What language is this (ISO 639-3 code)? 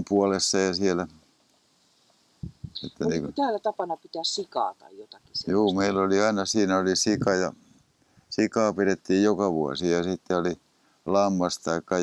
fin